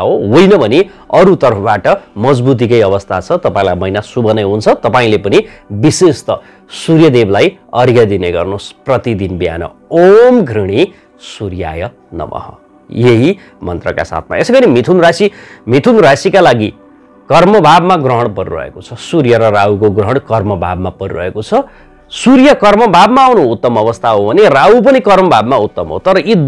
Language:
Nepali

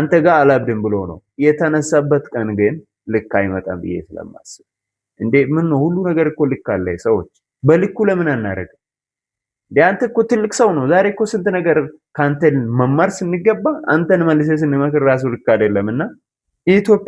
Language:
Amharic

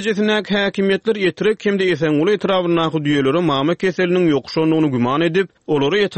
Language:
Turkmen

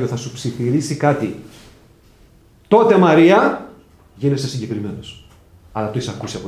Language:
Greek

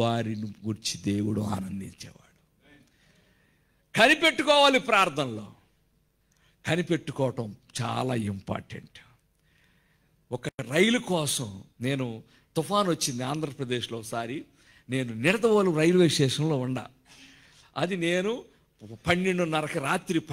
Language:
Telugu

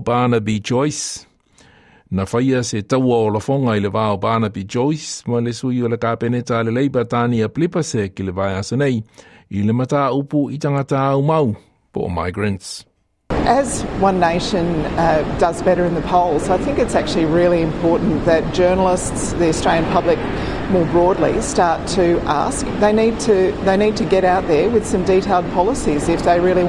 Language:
Samoan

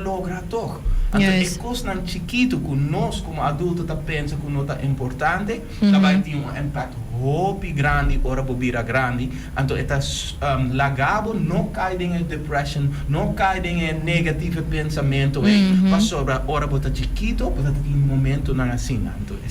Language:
Papiamento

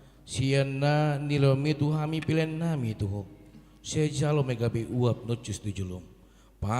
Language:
Batak Toba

